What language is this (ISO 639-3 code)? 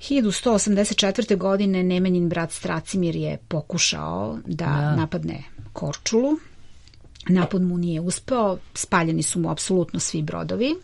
srp